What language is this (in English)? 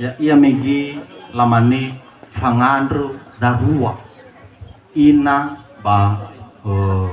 Nias